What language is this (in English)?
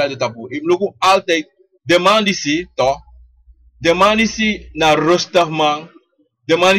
Sranan Tongo